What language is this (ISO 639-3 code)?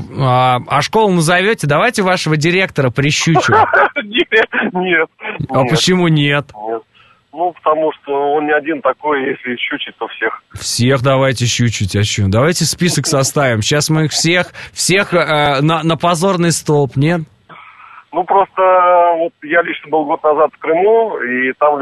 rus